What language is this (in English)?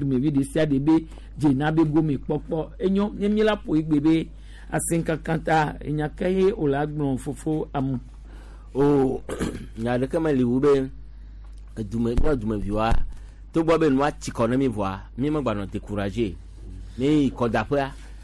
Gen